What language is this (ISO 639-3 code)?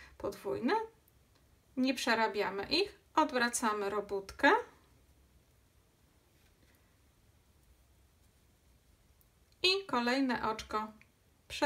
pol